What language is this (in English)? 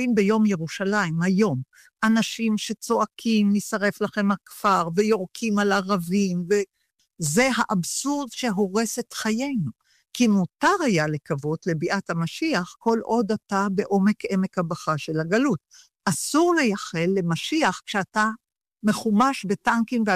Hebrew